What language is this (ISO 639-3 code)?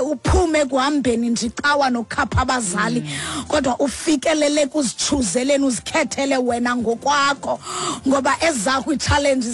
xho